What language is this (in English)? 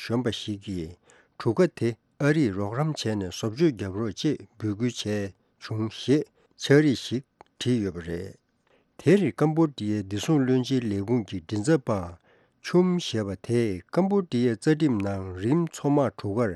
Tibetan